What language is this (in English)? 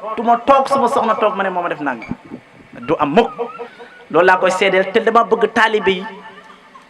Wolof